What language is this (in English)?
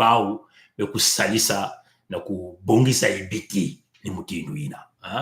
Kituba (Congo)